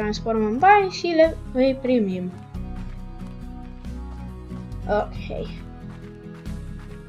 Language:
Romanian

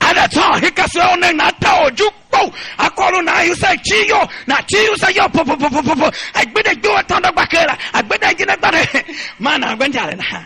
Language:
Tiv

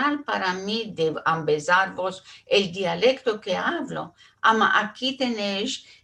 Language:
Ladino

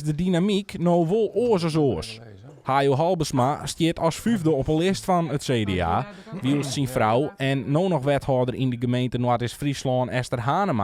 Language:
Western Frisian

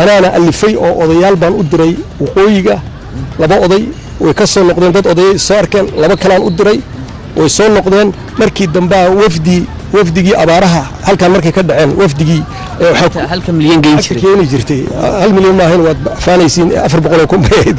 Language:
Somali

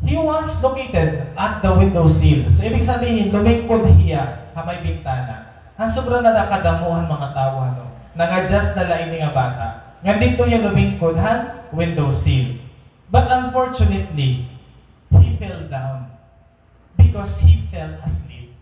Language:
Waray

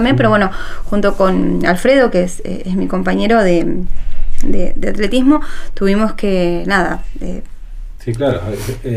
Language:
Spanish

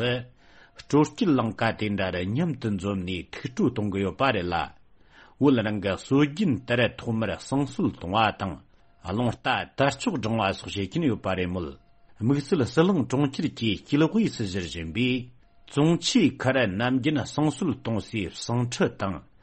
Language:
Tibetan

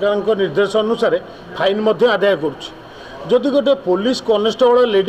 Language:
Odia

